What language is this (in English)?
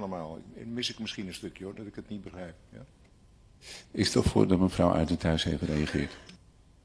Dutch